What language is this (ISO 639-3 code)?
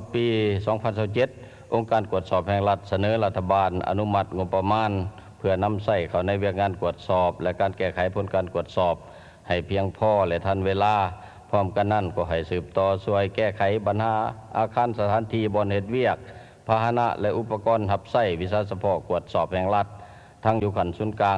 lao